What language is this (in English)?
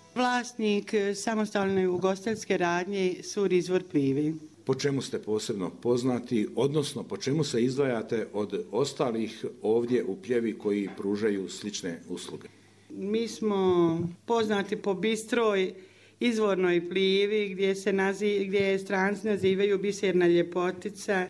Bosnian